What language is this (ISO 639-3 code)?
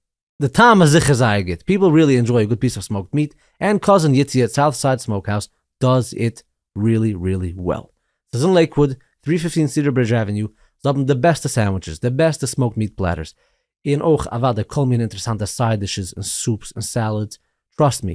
yid